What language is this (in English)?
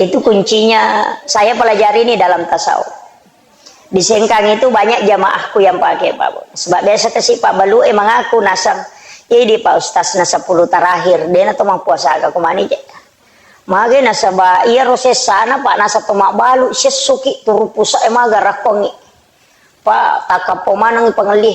Buginese